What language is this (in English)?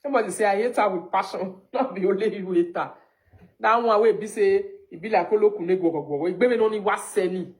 Nigerian Pidgin